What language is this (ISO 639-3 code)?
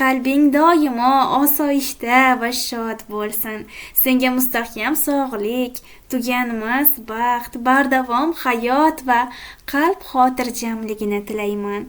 uzb